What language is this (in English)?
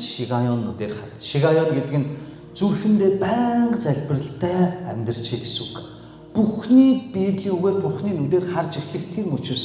Mongolian